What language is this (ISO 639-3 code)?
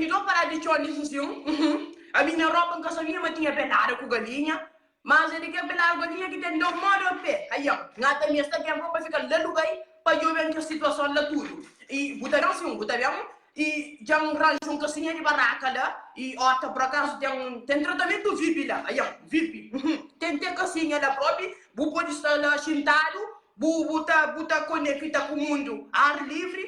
kea